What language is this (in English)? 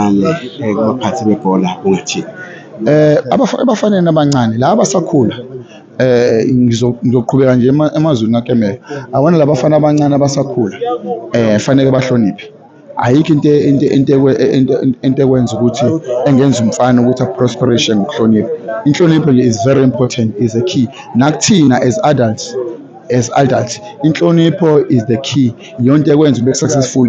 Zulu